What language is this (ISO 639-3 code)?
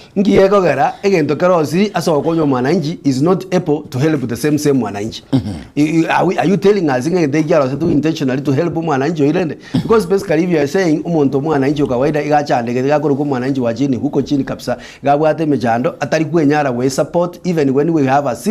guz